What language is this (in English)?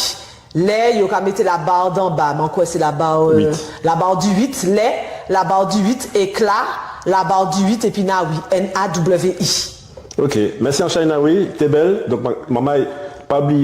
Guadeloupean Creole French